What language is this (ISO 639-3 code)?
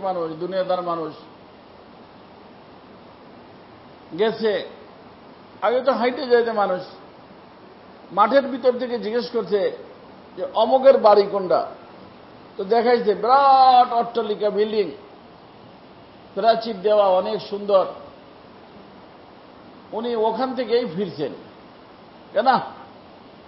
ben